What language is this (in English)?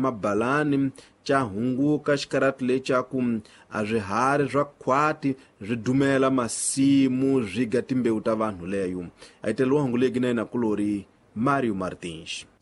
Tsonga